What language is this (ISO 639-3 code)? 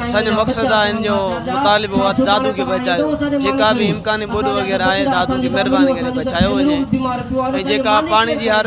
snd